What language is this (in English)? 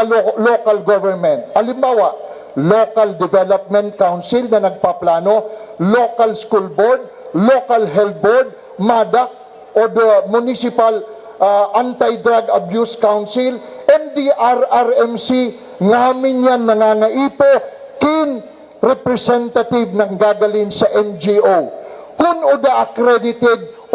Bikol